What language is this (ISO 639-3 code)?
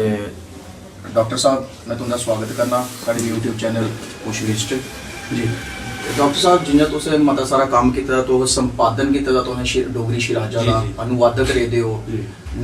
doi